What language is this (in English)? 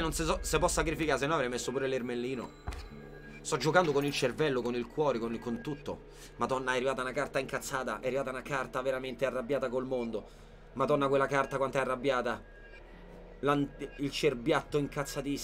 Italian